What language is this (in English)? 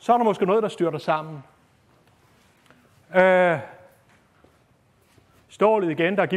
Danish